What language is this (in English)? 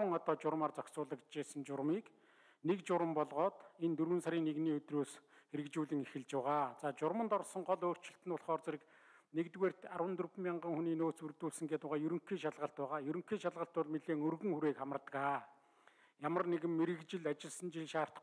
Mongolian